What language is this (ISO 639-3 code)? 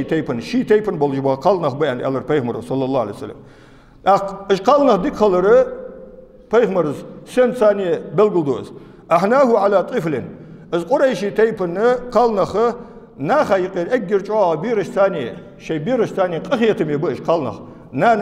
inh